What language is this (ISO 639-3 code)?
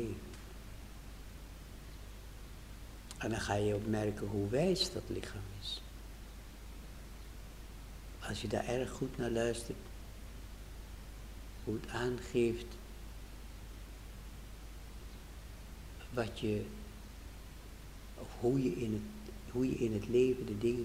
nld